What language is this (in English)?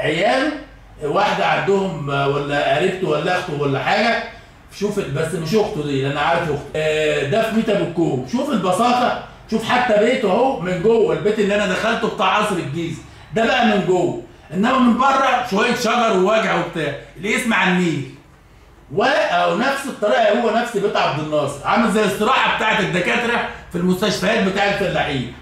Egyptian Arabic